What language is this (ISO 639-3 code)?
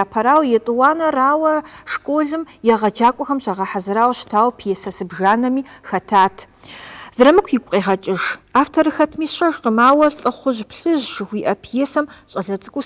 kbd